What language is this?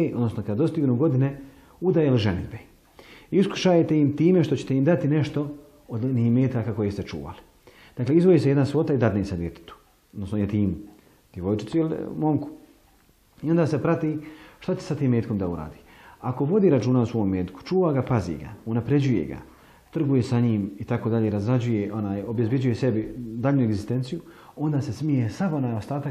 Bosnian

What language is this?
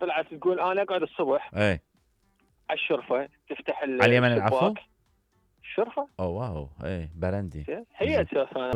Mesopotamian Arabic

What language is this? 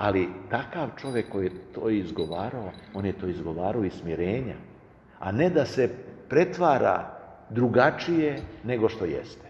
Serbian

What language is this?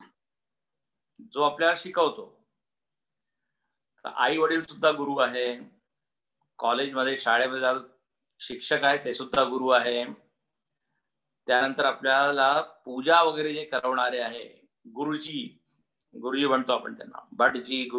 Marathi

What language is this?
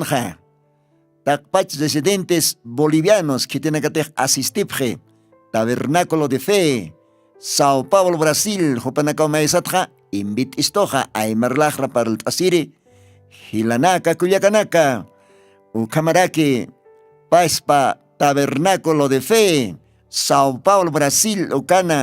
Aymara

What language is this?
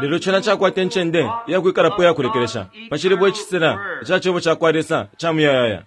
Bemba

